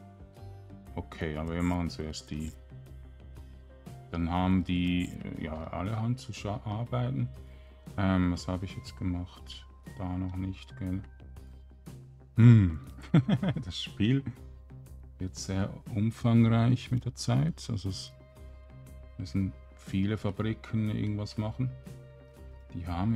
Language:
German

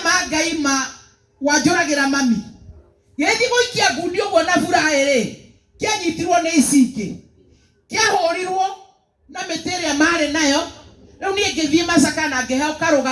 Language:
Kikuyu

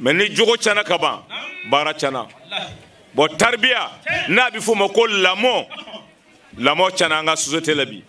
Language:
Bambara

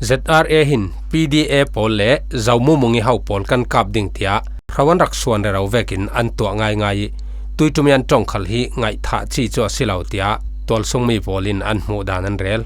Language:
Falam Chin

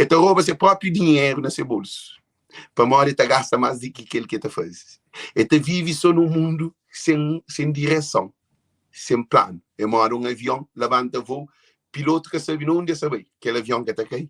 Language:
Kabuverdianu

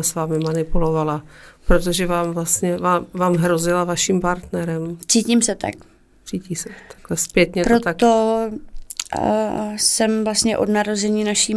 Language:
Czech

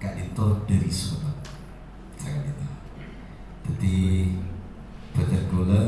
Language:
Madurese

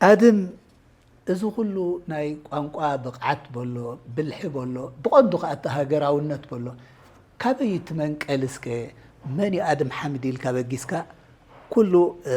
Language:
Tigrinya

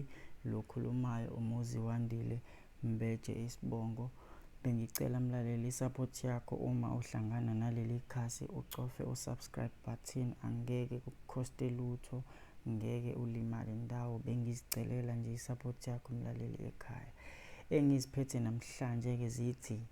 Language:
Zulu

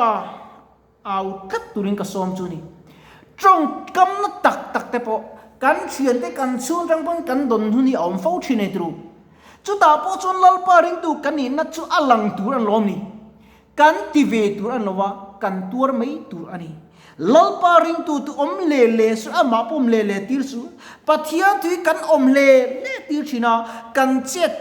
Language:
Mizo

